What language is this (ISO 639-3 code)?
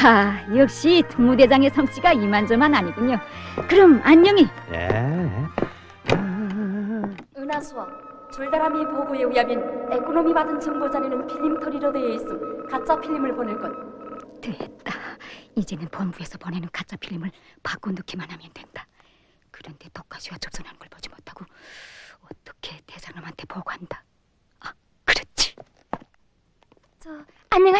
kor